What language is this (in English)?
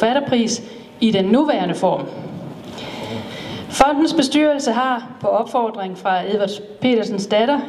Danish